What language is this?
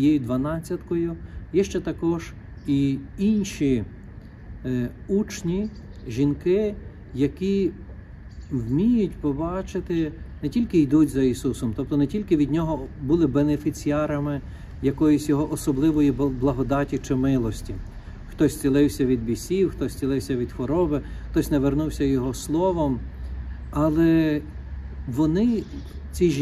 Ukrainian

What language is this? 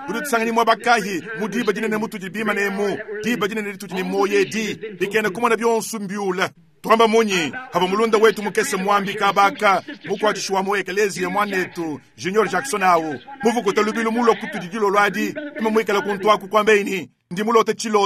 Luba-Lulua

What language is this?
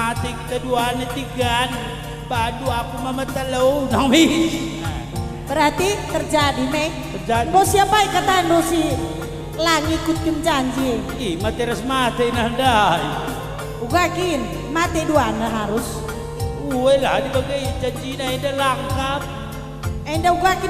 Batak Karo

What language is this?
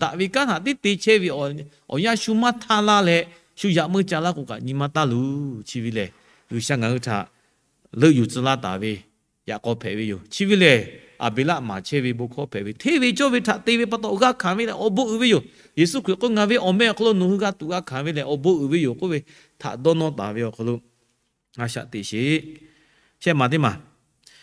Lahu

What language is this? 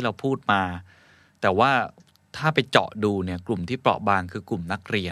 Thai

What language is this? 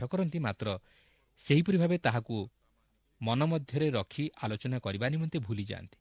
Odia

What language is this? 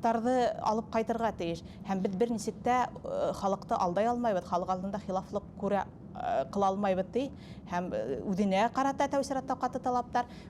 Bashkir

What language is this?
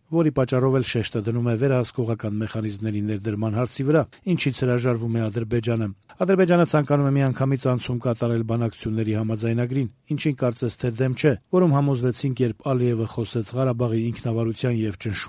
Armenian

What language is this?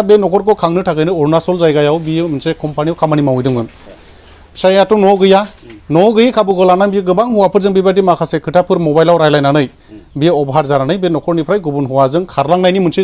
Bodo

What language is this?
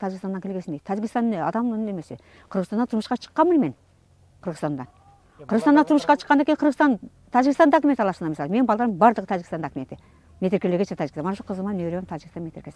Kyrgyz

